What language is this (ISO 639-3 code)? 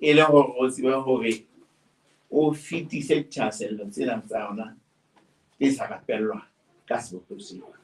sot